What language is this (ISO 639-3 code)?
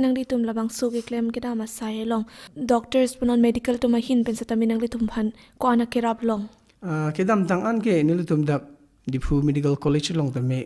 mjw